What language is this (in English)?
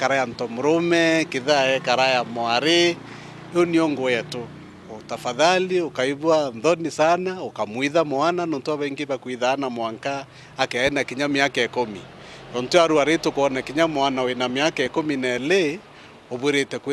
Meru